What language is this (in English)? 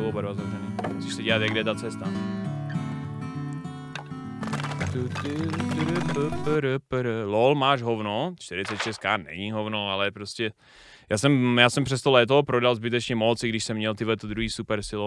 Czech